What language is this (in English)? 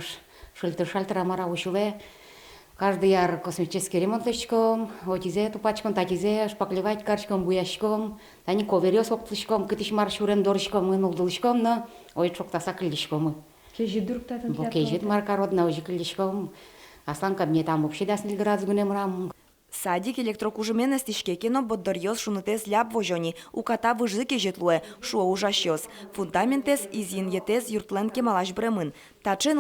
Udmurt